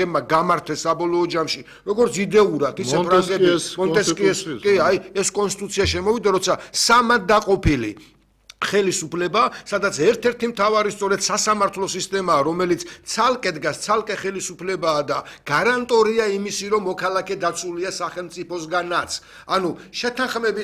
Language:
Georgian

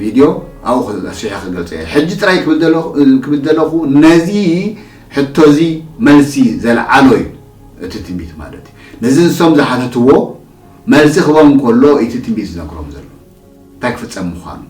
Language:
Tigrinya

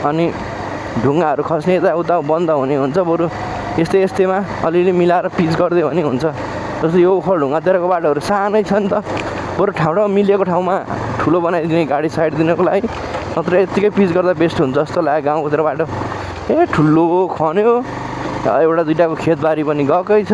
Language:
Nepali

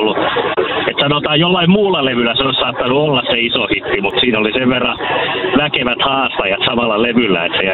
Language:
Finnish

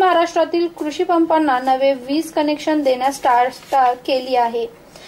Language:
Marathi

